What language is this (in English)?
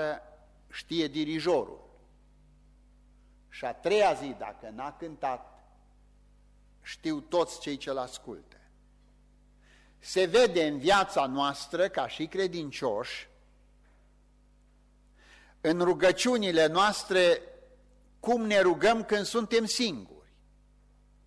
Romanian